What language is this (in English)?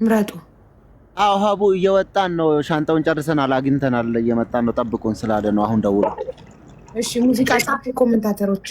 Amharic